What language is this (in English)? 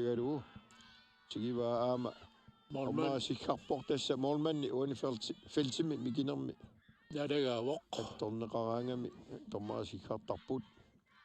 Kalaallisut